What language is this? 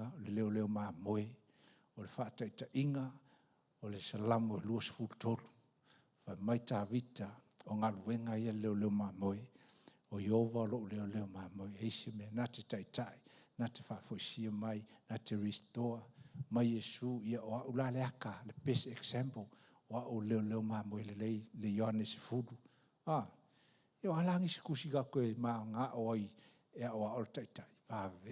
Samoan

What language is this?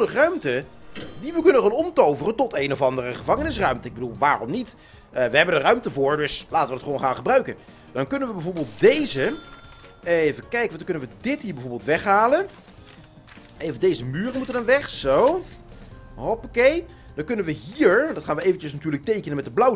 Dutch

